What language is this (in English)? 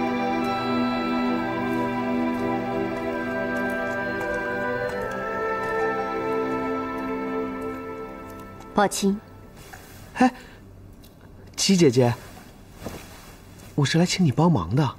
Chinese